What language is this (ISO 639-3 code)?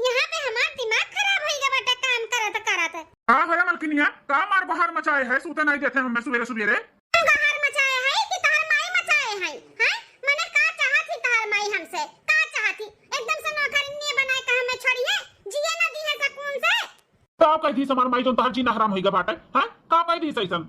awa